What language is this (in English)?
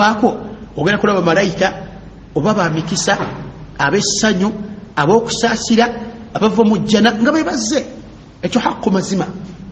Ganda